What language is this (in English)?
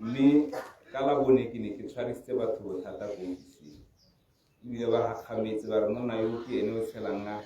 Tswana